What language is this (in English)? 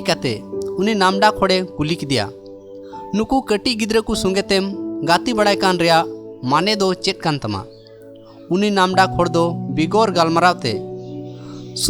Santali